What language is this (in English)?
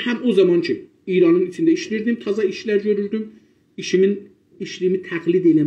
South Azerbaijani